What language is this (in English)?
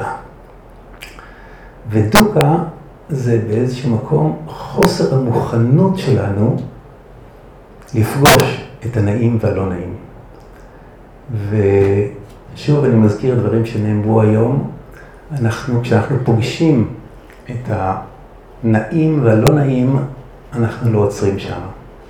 Hebrew